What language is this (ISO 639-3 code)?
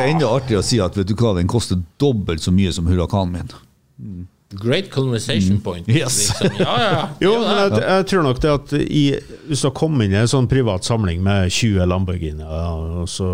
nor